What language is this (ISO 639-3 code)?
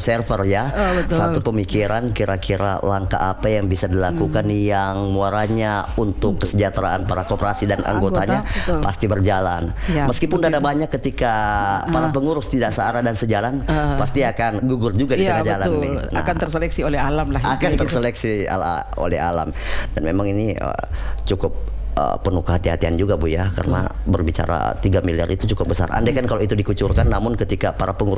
ind